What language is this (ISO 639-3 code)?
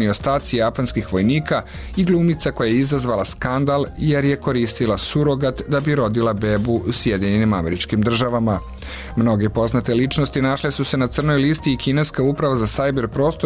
srp